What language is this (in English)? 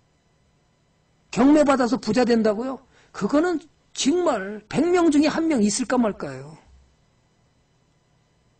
Korean